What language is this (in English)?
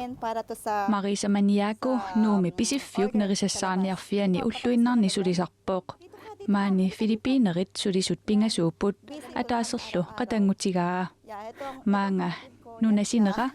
Kalaallisut